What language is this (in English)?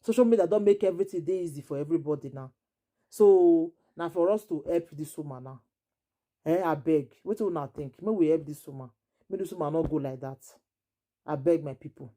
Nigerian Pidgin